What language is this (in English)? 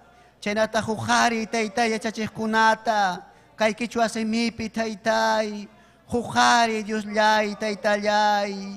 Ayacucho Quechua